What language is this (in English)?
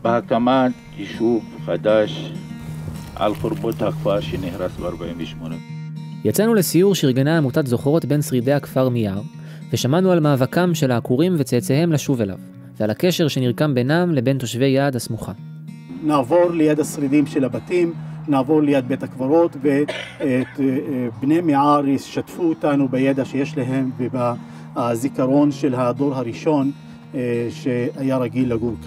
Hebrew